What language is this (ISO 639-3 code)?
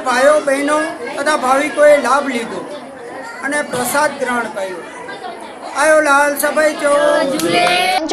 guj